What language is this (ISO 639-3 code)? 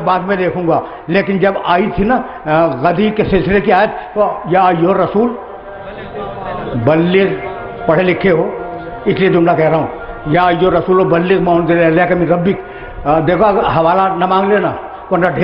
urd